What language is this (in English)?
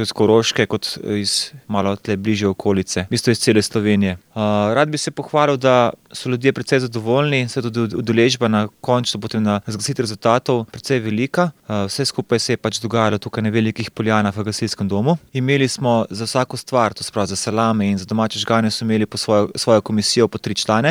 Slovenian